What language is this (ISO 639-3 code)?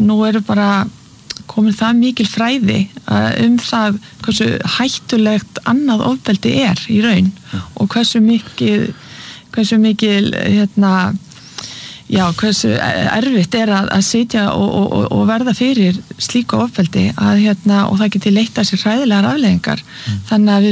isl